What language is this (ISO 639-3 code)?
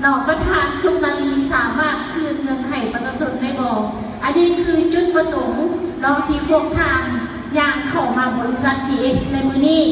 lao